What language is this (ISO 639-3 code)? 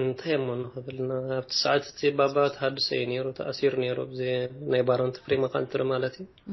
tir